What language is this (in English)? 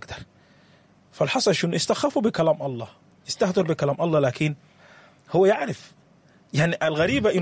Sudanese Arabic